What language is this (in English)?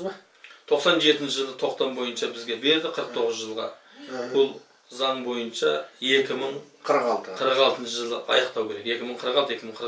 Kazakh